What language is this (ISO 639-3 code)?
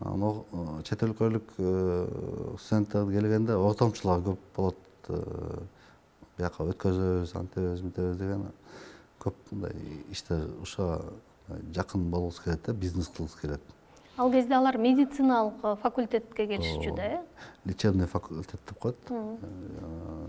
kir